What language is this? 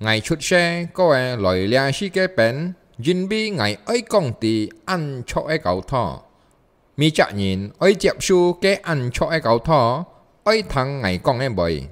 Hakka Chinese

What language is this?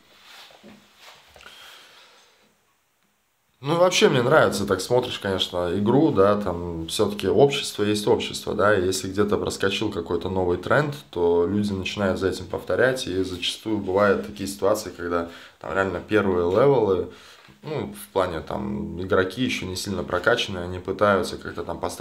Russian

